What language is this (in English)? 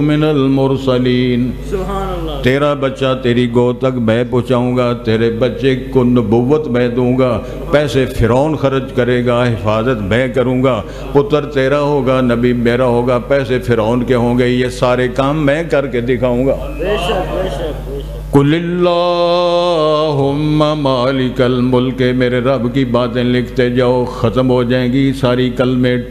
Urdu